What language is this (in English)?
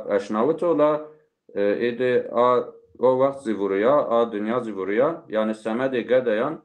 Zaza